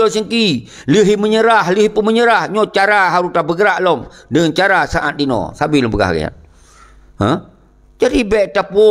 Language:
Achinese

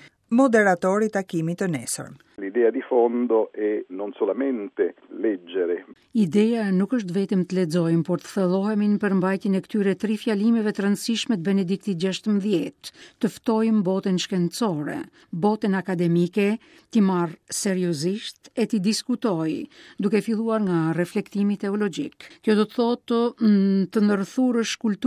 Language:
Albanian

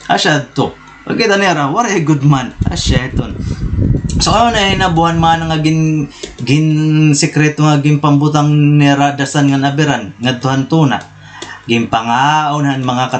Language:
Waray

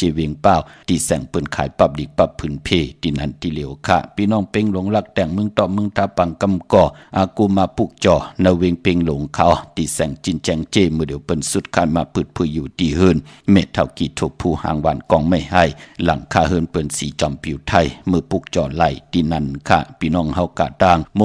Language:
Shan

